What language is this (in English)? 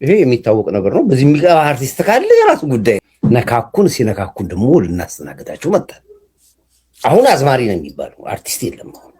Amharic